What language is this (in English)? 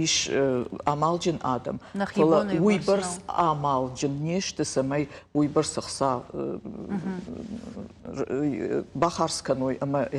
Ossetic